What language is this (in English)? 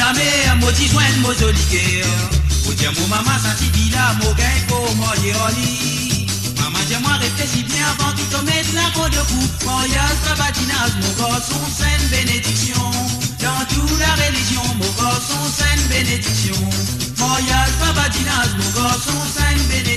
Morisyen